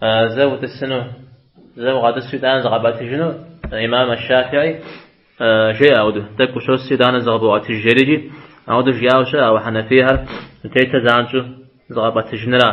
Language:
Kabardian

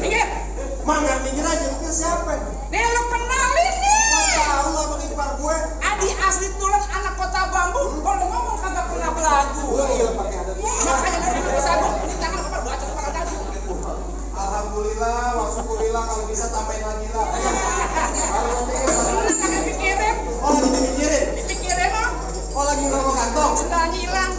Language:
Betawi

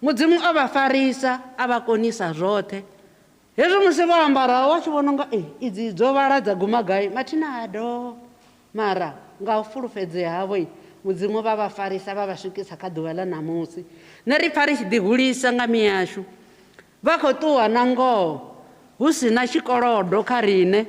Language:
Venda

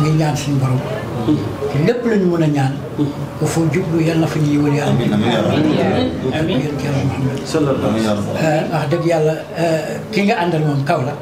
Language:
Wolof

